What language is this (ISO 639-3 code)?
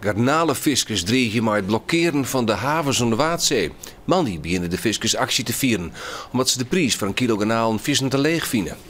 fry